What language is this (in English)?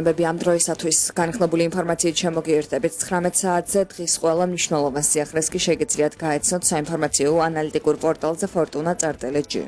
Georgian